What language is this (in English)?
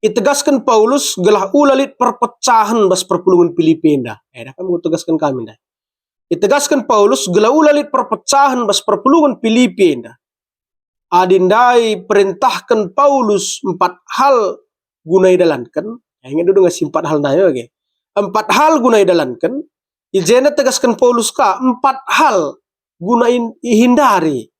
Batak Karo